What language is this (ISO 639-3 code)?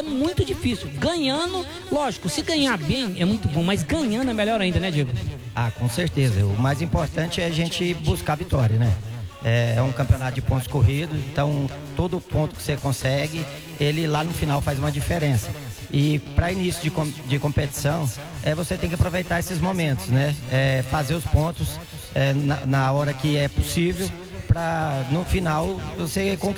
por